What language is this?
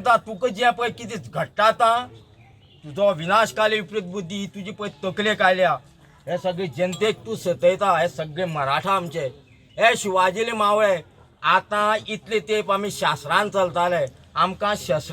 Konkani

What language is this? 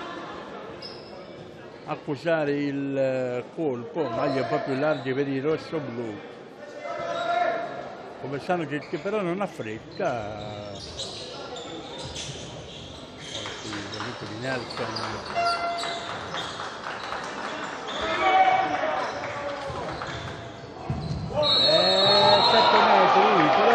Italian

